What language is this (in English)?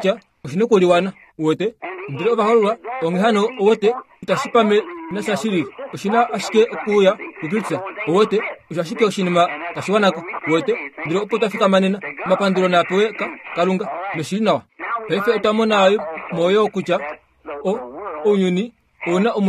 Kuanyama